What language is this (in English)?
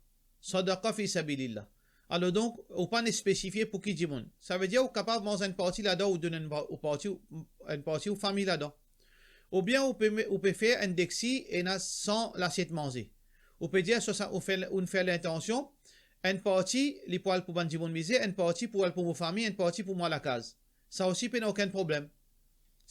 Morisyen